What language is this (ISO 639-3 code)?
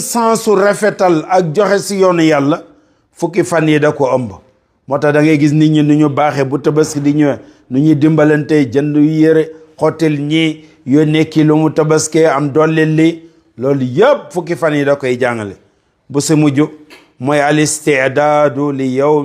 wol